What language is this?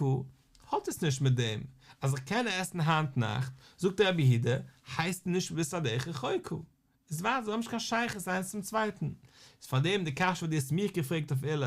Yiddish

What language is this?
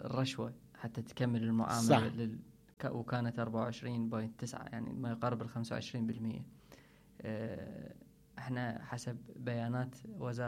Mesopotamian Arabic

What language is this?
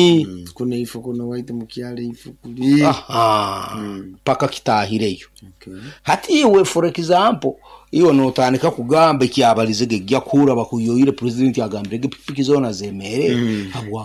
Nyoro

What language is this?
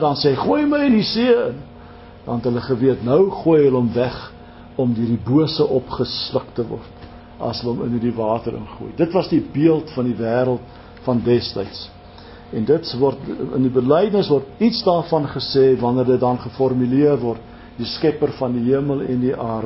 Afrikaans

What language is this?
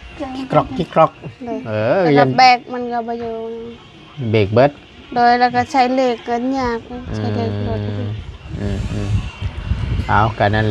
Northeastern Thai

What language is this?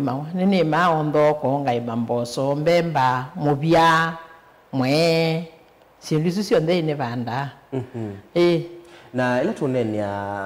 Kamba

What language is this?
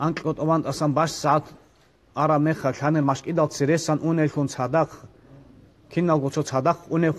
Avaric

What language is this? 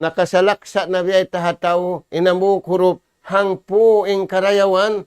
Tausug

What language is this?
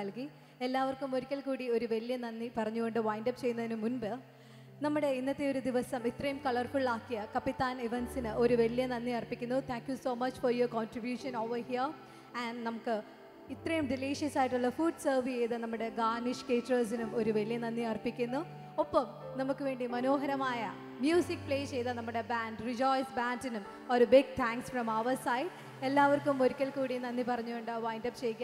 Malayalam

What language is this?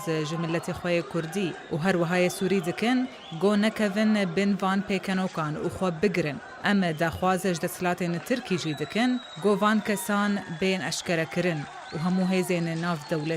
Kurdish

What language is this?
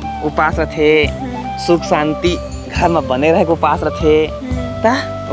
Chhattisgarhi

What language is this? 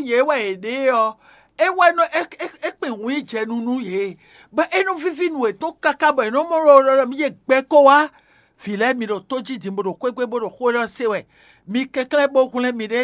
Fon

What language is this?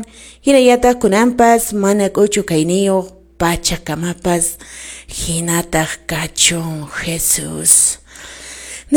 Quechua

